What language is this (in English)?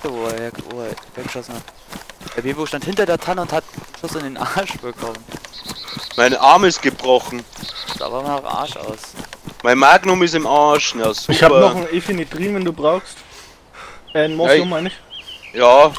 German